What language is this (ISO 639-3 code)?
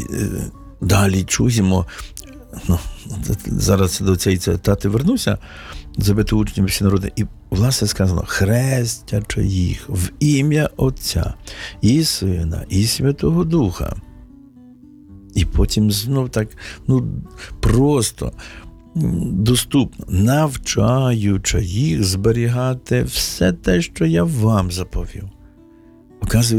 ukr